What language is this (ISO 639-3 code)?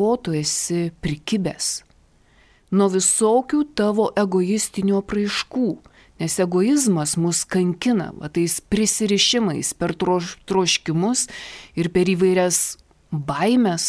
lit